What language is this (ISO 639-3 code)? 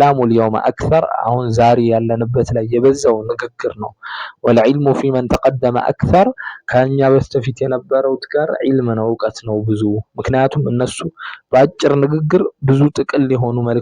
amh